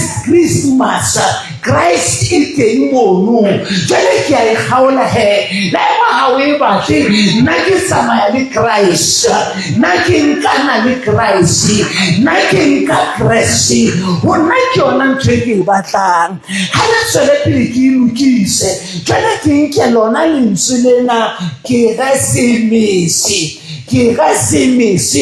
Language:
Southern Sotho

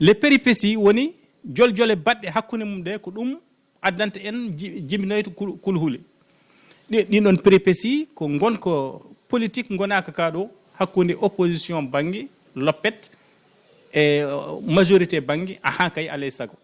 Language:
Fula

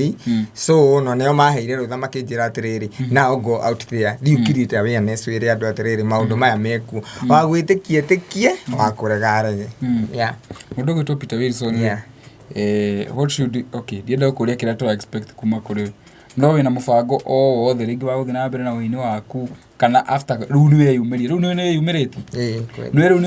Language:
Kikuyu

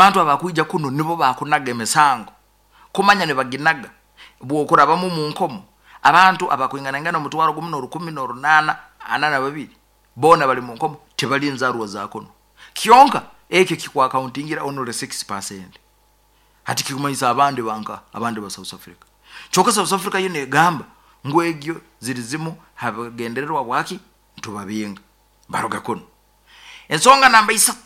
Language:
Nyoro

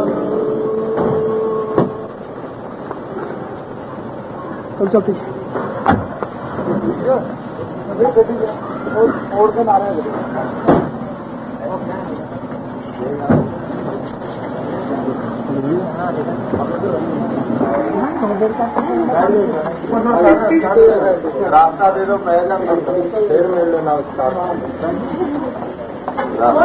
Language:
Punjabi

